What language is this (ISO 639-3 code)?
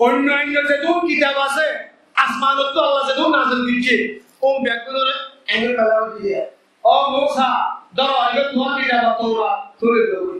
rhg